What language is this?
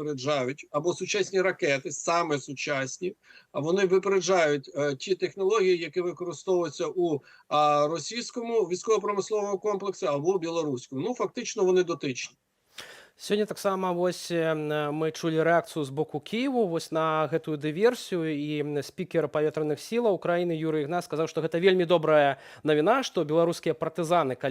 Belarusian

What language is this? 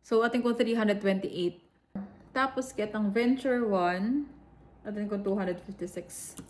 Pampanga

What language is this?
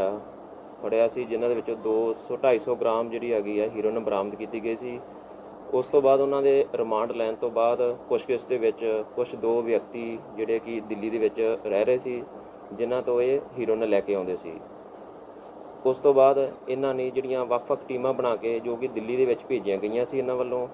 Punjabi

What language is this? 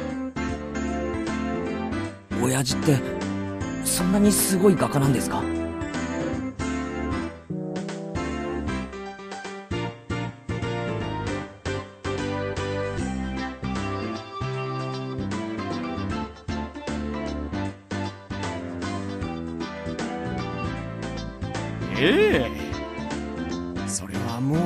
Japanese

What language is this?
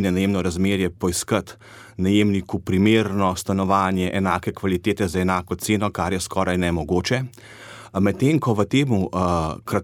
Slovenian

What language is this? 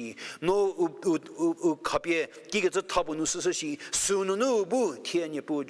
Angami Naga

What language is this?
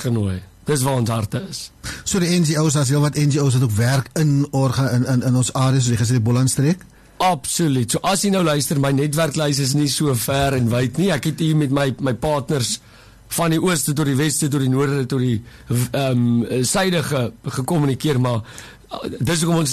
Afrikaans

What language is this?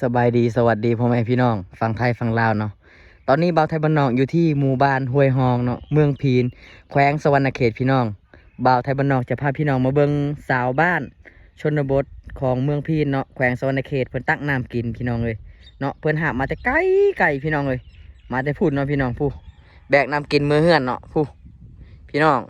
Lao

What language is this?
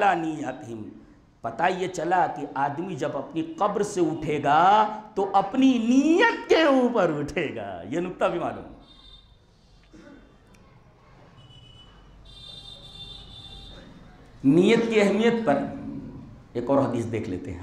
Urdu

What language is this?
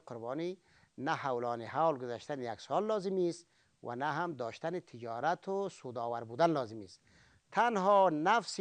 Persian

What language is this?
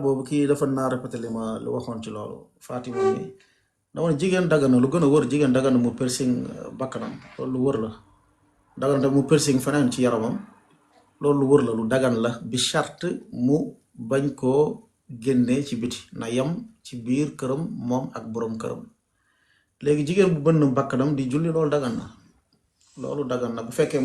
Wolof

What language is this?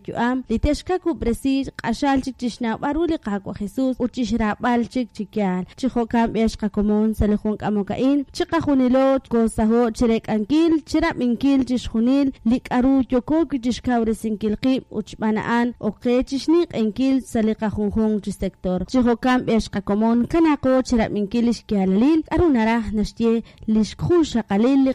Kekchí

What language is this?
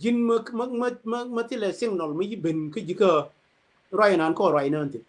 Nuer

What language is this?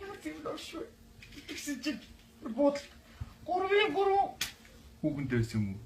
Mongolian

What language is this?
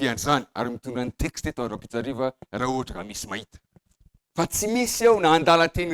Malagasy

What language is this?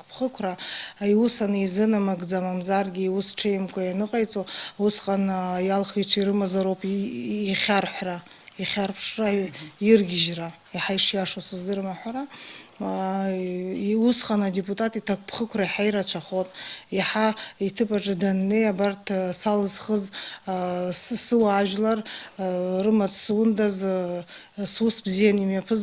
Abkhazian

